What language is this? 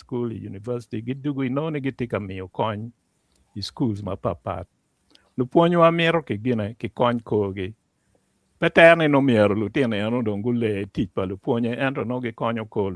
Acoli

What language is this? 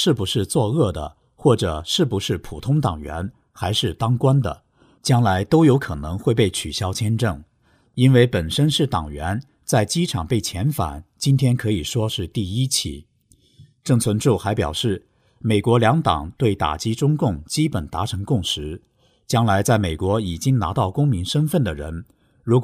Chinese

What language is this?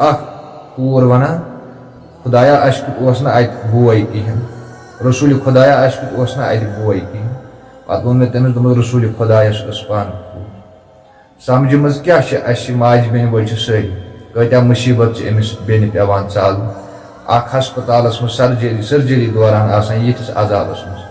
Kashmiri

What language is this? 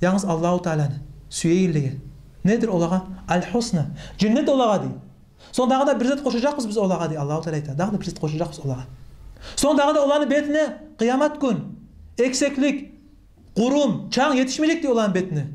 Kumyk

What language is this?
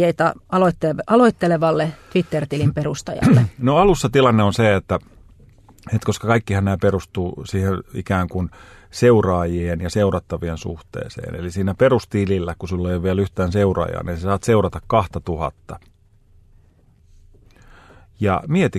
Finnish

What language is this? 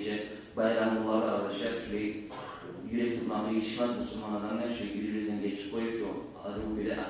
Kumyk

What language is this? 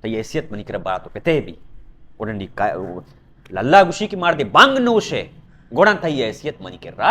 Baluchi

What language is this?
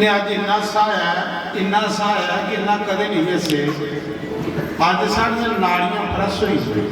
Dogri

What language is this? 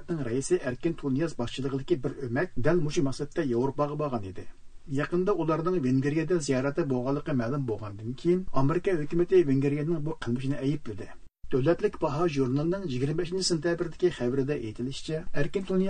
Uyghur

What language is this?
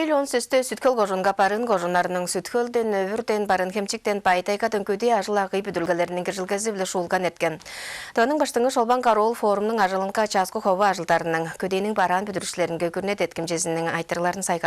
Tuvinian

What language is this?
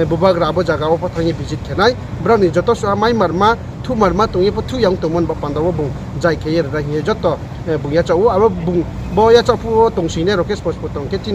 Riang (India)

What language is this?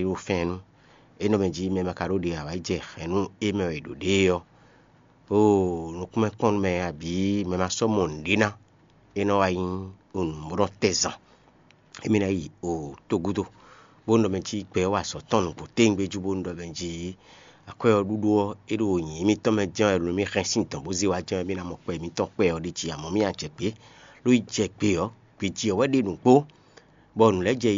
Fon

